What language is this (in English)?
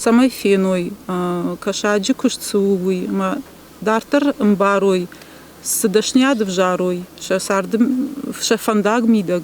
Ossetic